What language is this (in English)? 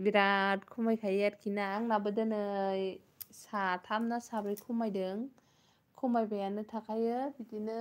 Bodo